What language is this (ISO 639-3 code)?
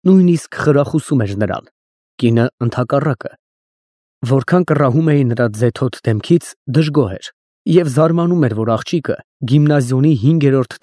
hye